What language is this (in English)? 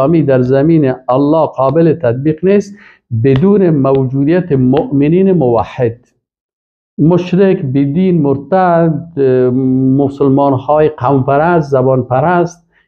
Persian